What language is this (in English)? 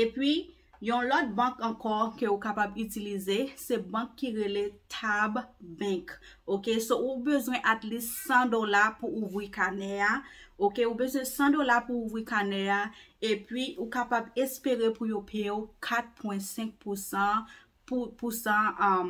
Haitian Creole